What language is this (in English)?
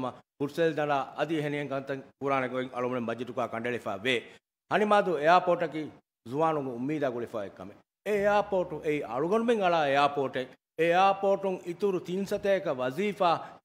Divehi